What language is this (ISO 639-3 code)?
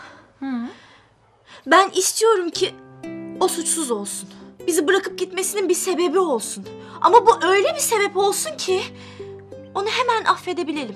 tur